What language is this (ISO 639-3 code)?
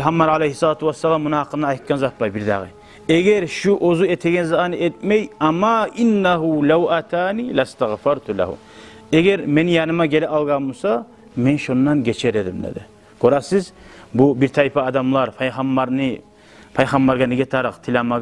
kum